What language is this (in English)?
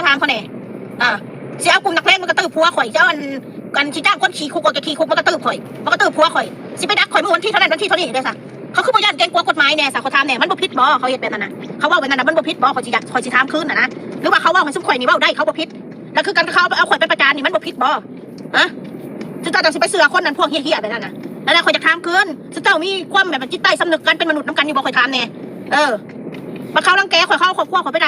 Northeastern Thai